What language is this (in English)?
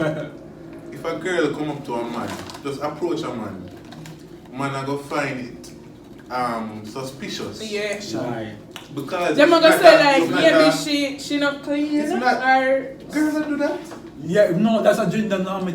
Jamaican Creole English